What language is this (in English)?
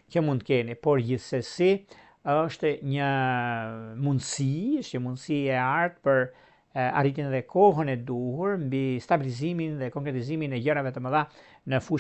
Albanian